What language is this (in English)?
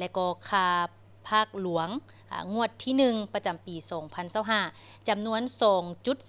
Lao